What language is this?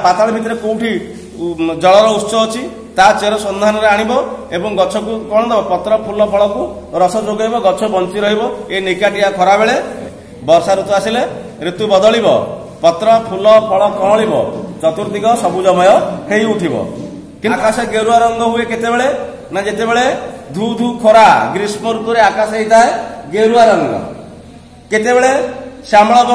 Odia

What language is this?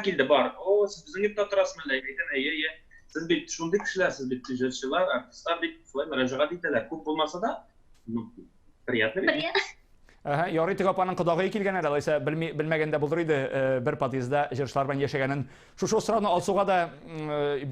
Tatar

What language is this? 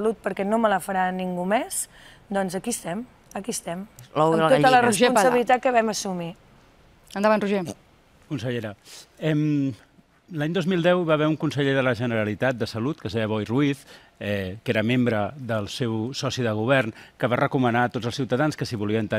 Catalan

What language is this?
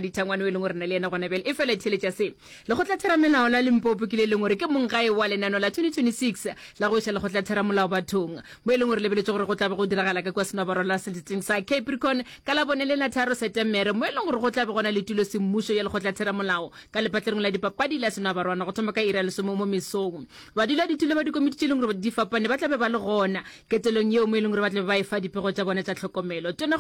Northern Sotho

